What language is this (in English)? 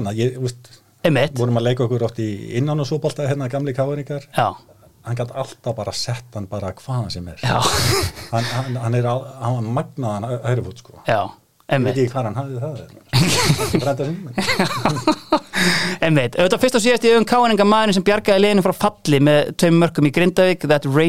Icelandic